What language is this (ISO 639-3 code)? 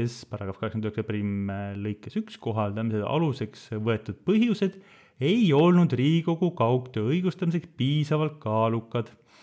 est